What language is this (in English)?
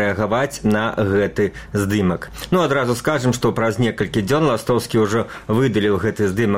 Belarusian